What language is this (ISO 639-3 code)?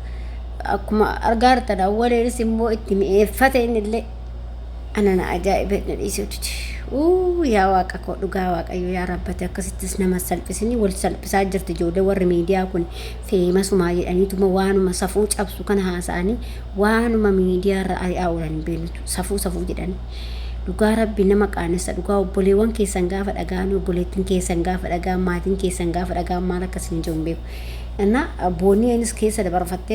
orm